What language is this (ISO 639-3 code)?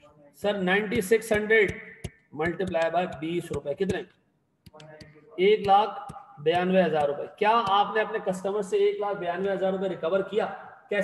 hin